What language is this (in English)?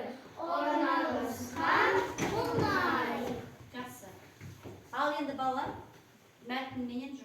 Kazakh